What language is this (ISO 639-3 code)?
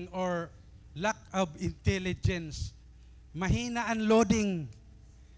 war